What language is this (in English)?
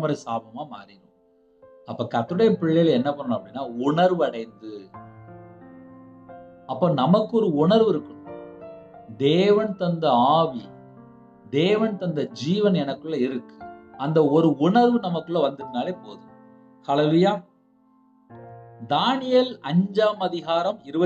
Tamil